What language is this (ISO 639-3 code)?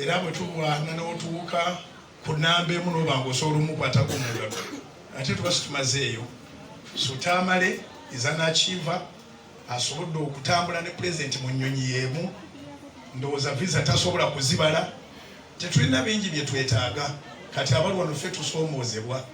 lug